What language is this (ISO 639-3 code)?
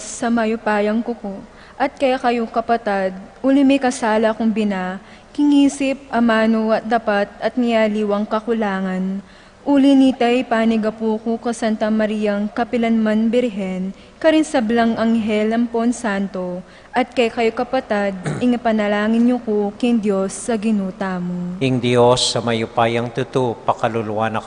pam